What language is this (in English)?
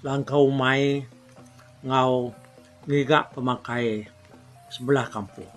Iban